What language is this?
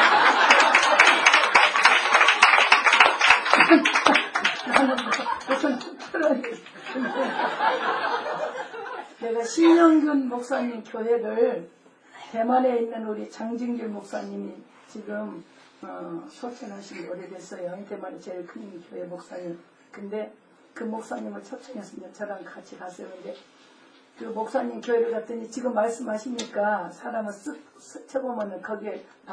Korean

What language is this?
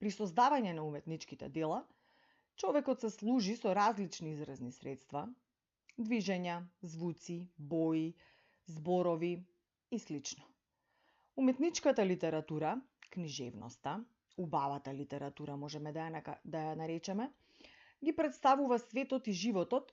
Macedonian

